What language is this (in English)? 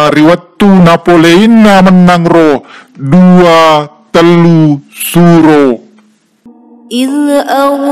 Buginese